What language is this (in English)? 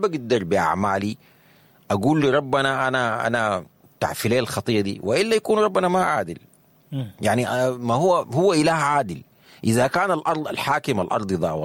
Sudanese Arabic